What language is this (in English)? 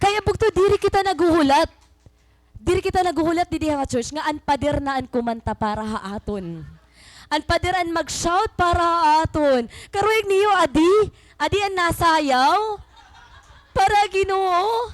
Waray